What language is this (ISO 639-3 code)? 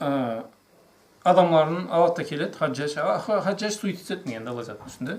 krc